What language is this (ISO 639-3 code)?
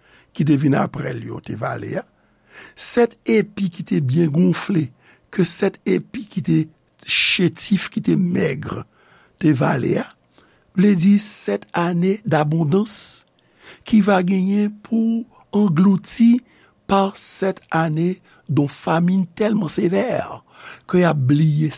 hat